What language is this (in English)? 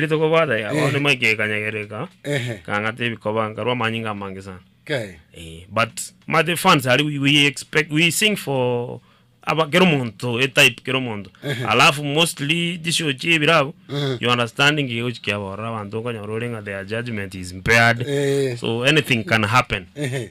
Gusii